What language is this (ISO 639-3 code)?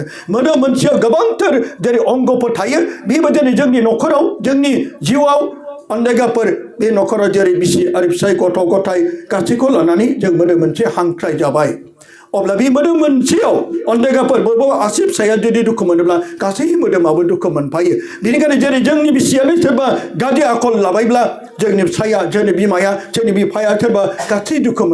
brx